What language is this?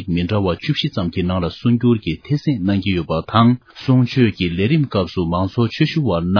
Tibetan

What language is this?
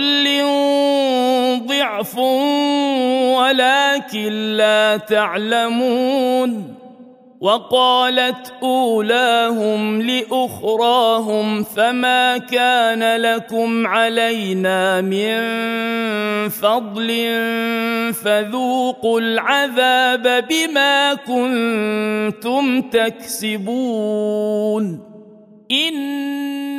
Arabic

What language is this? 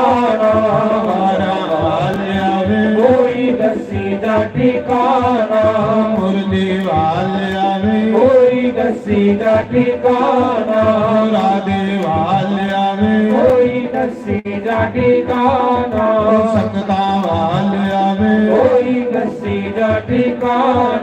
Dogri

